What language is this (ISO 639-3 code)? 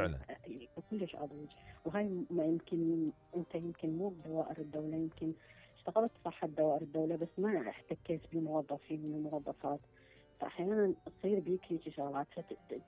acm